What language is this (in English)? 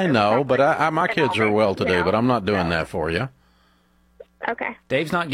English